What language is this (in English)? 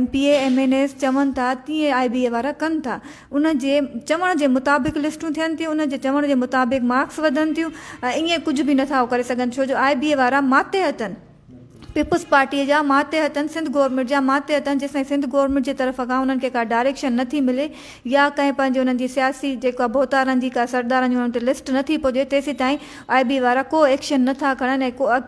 Sindhi